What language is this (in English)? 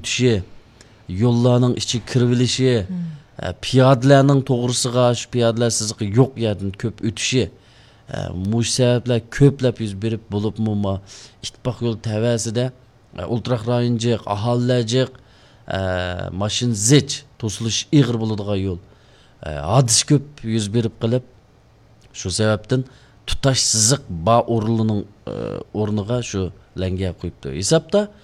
Uyghur